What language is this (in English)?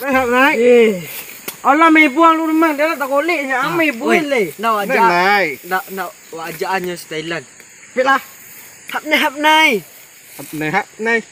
Minangkabau